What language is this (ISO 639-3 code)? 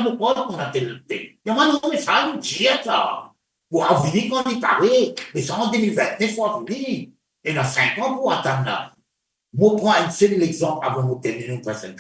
mfe